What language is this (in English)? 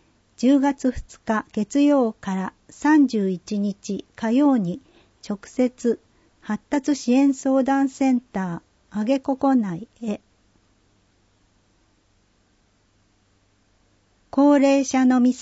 Japanese